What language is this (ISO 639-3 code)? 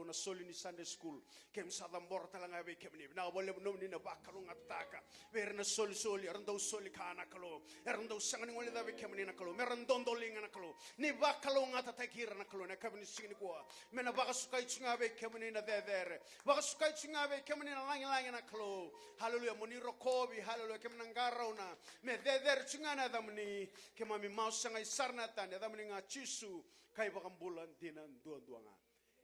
fij